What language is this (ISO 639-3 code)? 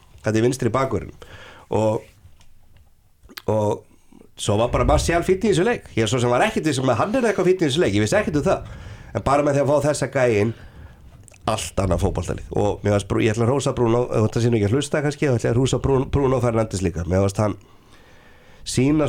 isl